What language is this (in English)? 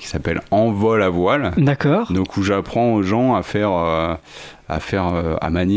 French